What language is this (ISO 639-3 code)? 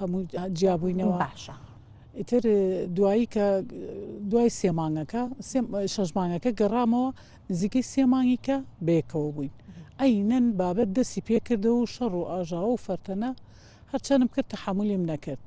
ckb